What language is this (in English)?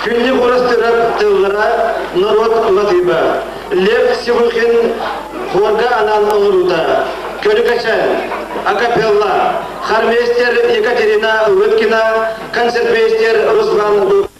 Yakut